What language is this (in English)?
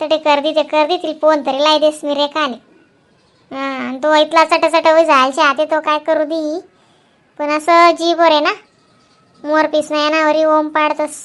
Khandesi